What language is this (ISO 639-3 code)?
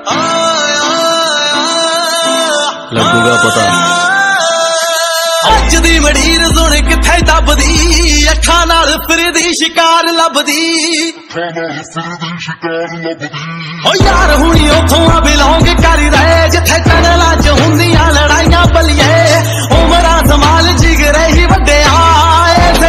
pan